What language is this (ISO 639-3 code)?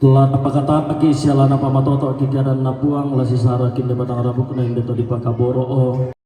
sda